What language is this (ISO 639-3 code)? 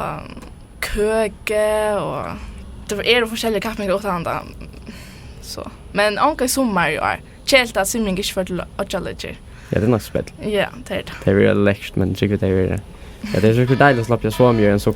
fao